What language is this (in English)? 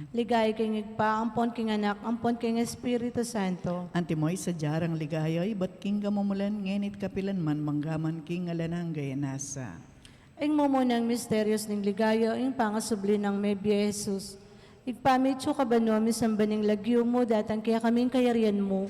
Pampanga